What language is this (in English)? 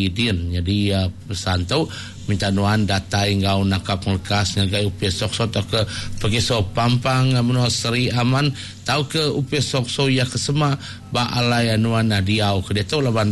Iban